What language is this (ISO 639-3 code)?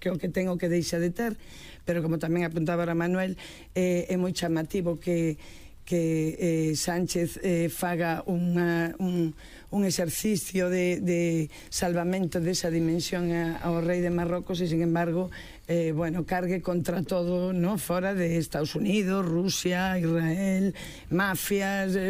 glg